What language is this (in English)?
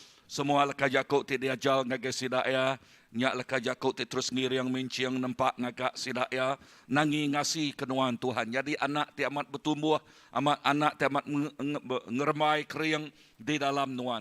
Iban